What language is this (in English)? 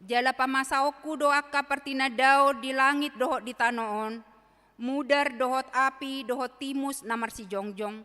Batak Toba